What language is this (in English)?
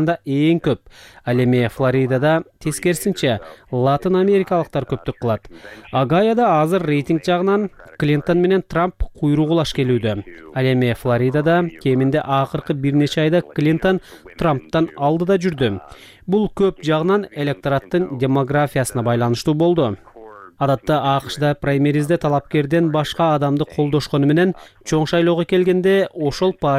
Kyrgyz